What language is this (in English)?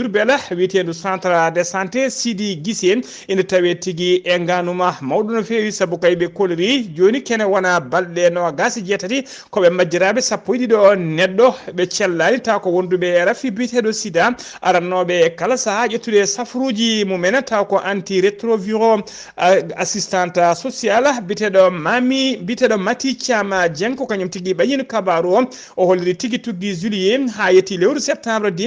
Fula